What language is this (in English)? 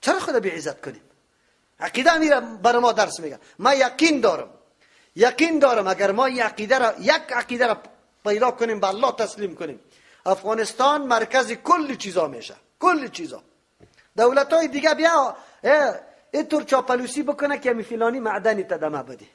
Persian